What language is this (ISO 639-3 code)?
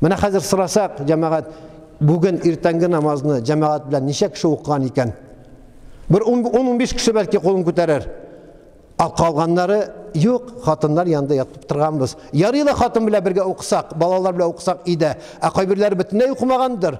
tat